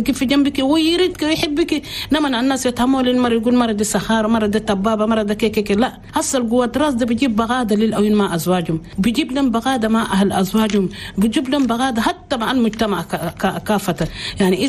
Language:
Chadian Arabic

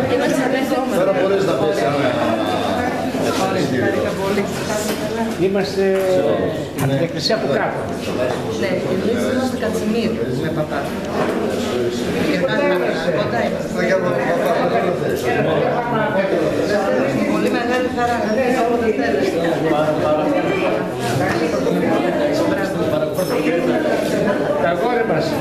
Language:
Greek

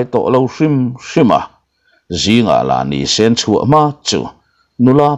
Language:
Mizo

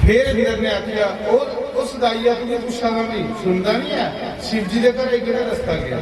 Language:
Dogri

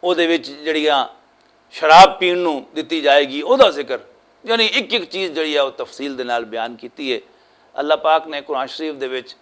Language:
Western Panjabi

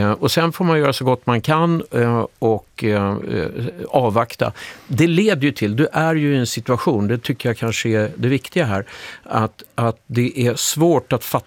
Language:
Swedish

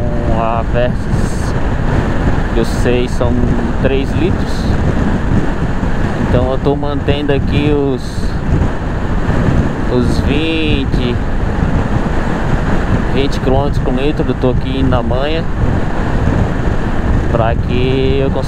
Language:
Portuguese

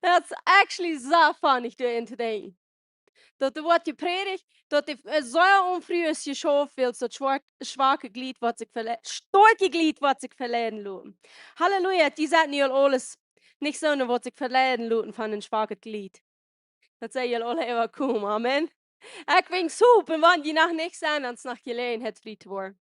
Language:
Plautdietsch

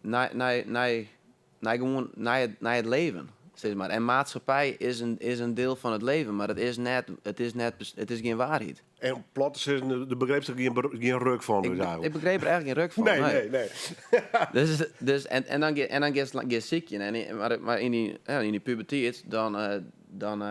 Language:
Western Frisian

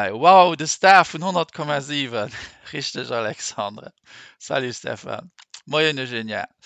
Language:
Luxembourgish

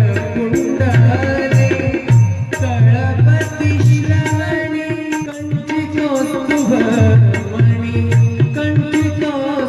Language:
Marathi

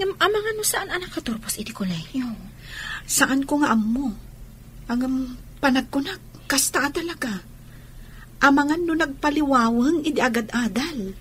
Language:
Iloko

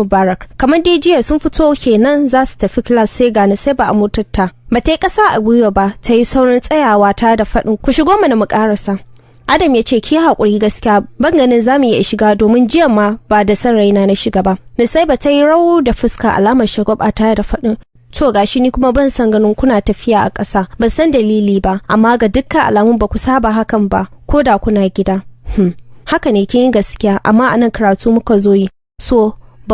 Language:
Hausa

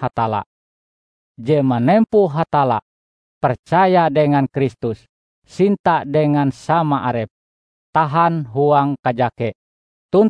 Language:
Ngaju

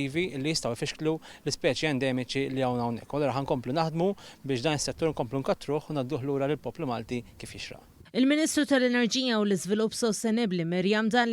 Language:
Maltese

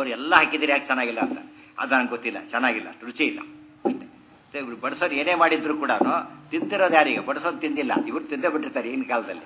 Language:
Kannada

